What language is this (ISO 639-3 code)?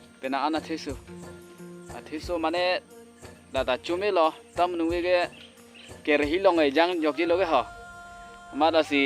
mjw